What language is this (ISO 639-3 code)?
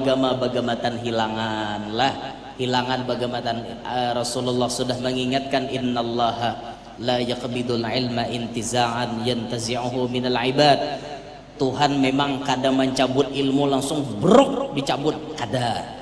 bjn